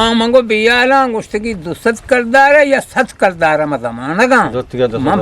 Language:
Eastern Balochi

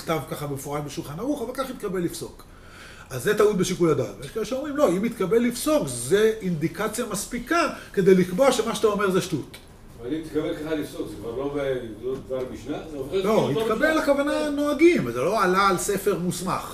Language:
Hebrew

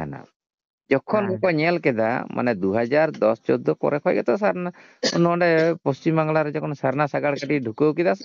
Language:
Santali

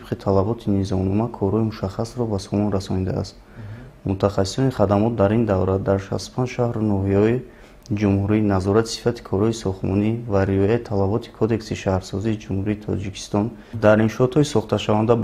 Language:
Tajik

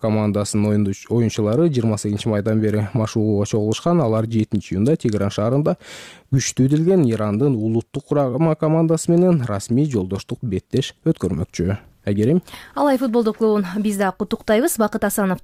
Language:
Kyrgyz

